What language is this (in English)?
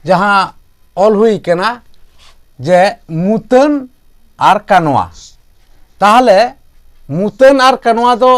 Santali